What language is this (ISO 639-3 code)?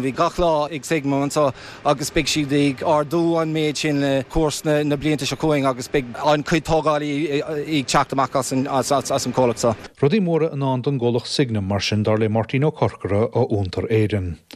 gle